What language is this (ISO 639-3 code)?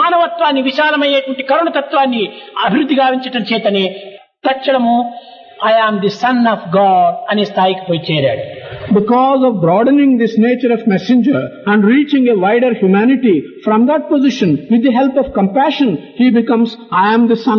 tel